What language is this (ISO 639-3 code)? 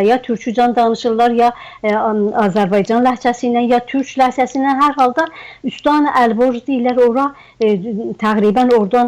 azb